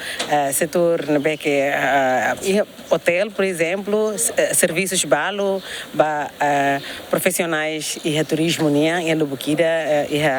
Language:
Tetum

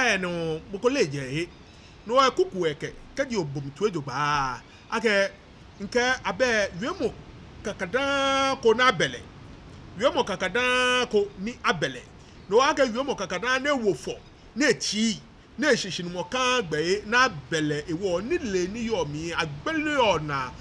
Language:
Ga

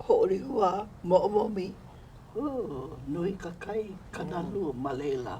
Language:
Hawaiian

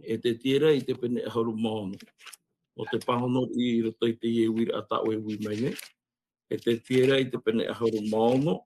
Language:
Tahitian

